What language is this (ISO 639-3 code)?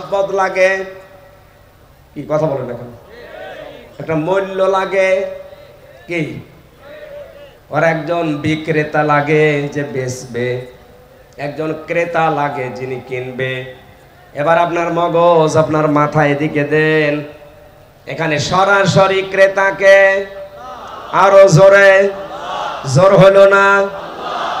ben